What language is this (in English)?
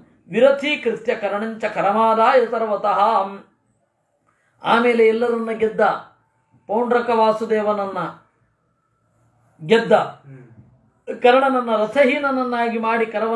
Kannada